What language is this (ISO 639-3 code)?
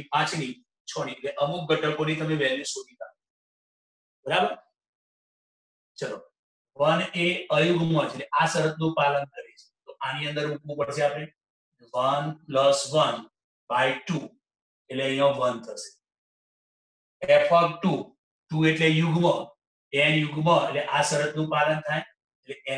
guj